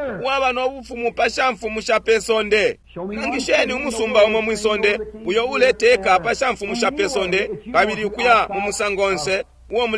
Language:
Bemba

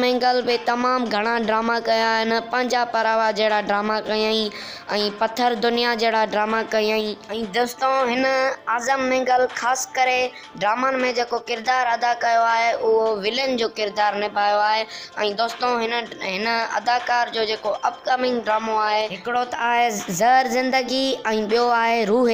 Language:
Sindhi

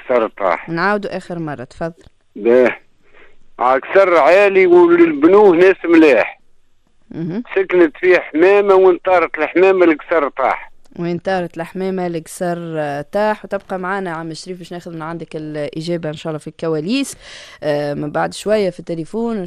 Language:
Tunisian Arabic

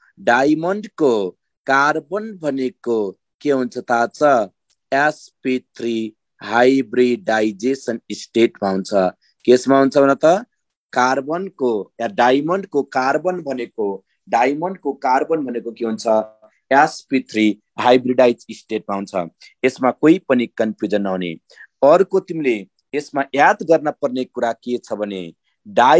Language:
Nepali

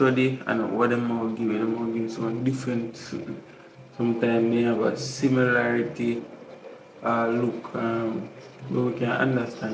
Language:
Jamaican Creole English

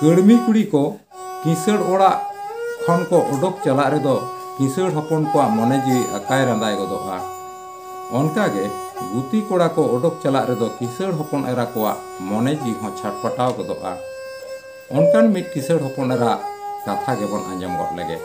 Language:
Santali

